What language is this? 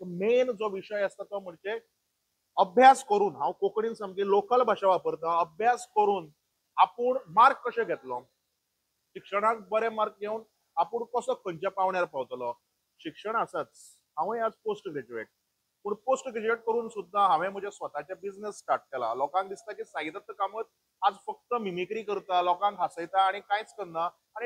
Konkani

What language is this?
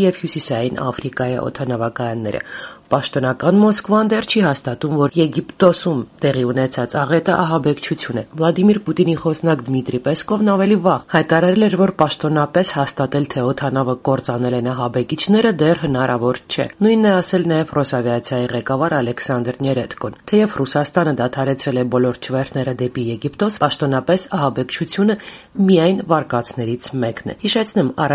Armenian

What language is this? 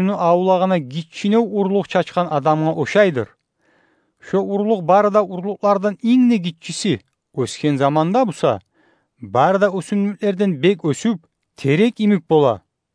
Kumyk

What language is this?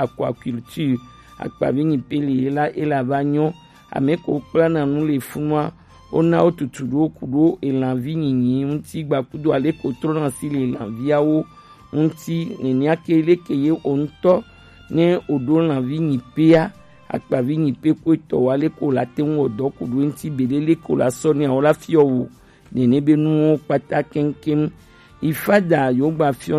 Gen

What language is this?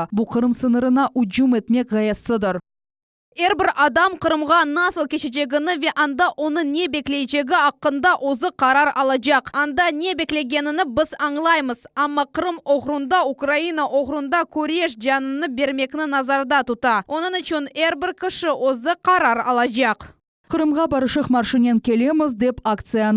Crimean Tatar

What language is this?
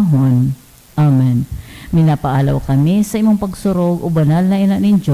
Bikol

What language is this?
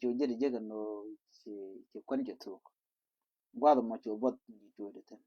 Nuer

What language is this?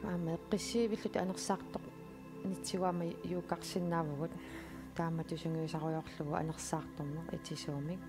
Kalaallisut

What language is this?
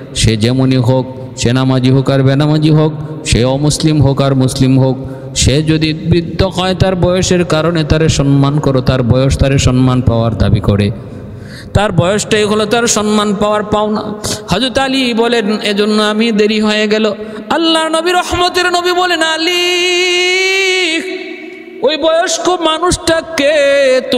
Bangla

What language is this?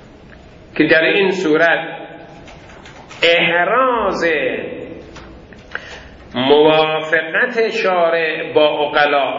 Persian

